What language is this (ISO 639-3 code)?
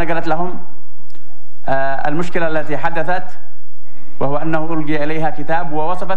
ara